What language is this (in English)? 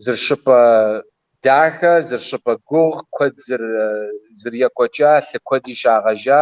Kabardian